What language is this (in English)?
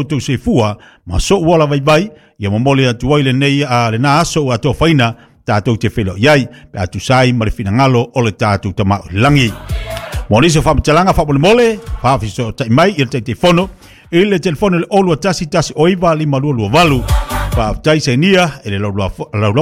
Samoan